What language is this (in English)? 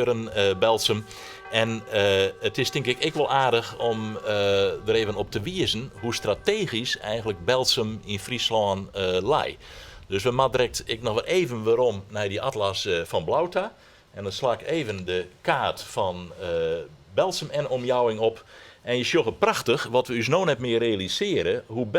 Western Frisian